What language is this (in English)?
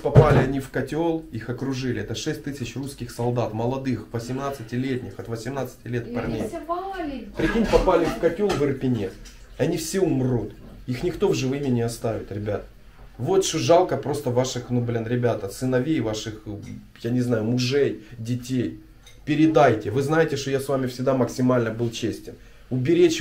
Russian